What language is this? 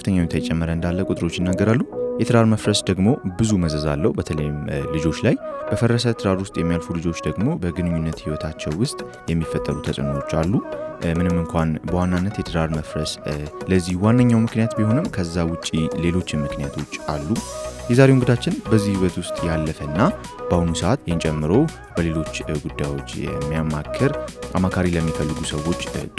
Amharic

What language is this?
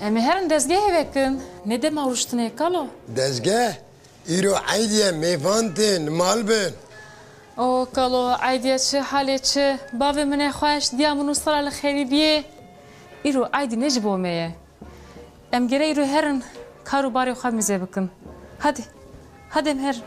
Kurdish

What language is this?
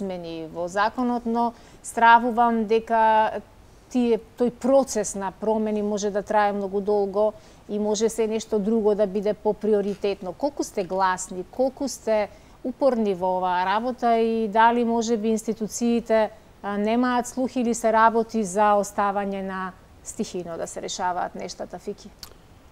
Macedonian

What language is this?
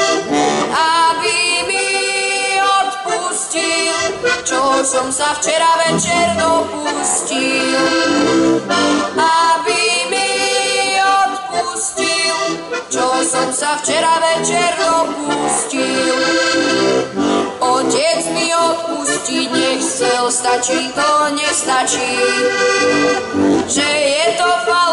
Slovak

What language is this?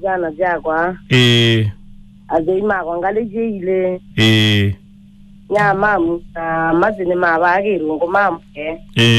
Kamba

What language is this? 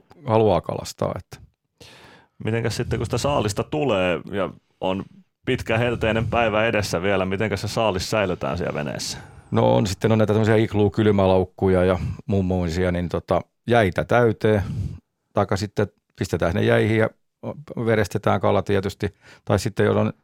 Finnish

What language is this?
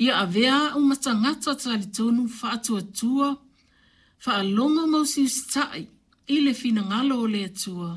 Samoan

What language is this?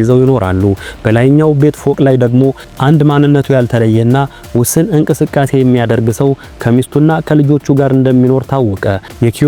Amharic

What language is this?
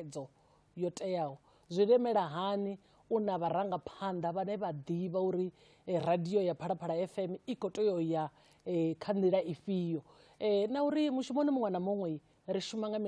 Venda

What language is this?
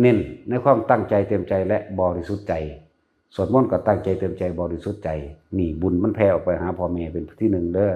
Northeastern Thai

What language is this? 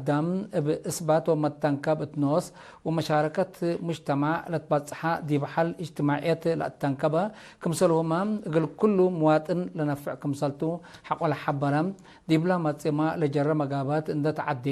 Tigre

